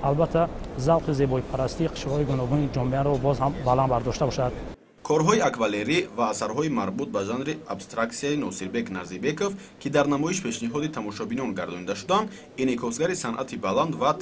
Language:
Tajik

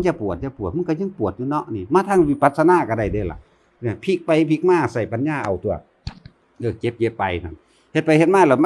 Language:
Northeastern Thai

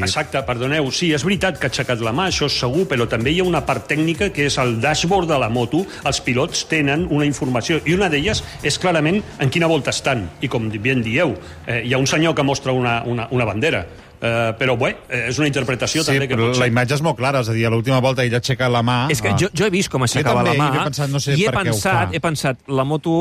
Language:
Catalan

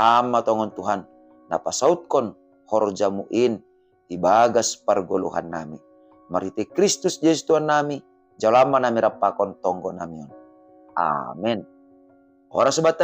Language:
Batak Simalungun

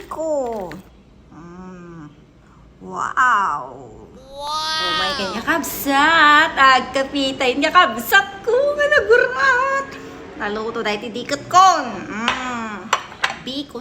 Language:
Iloko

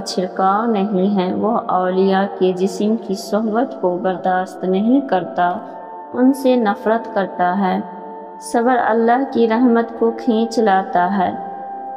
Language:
Urdu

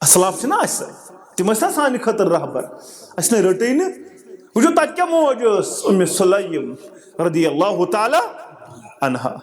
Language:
Kashmiri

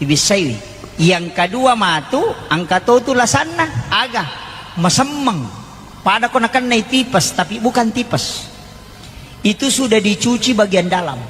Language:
Buginese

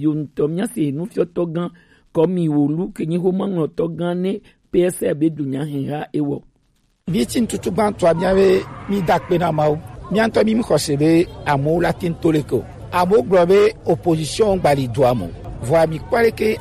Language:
Gen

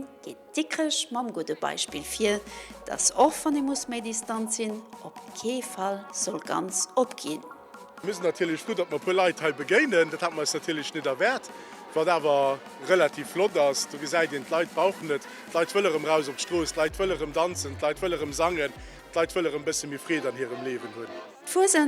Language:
Luxembourgish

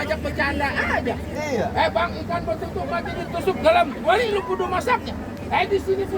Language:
Betawi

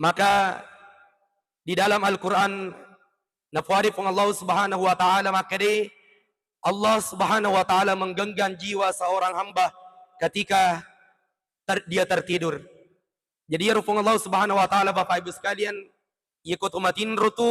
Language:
Buginese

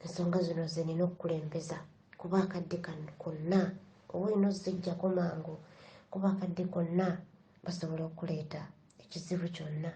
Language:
Ganda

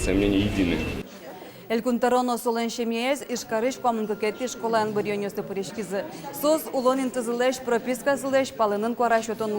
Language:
Udmurt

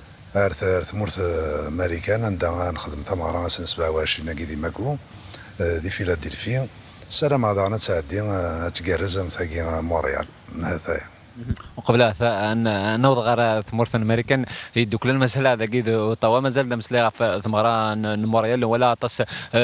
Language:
Kabyle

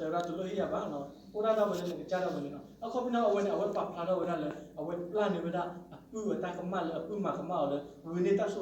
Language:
S'gaw Karen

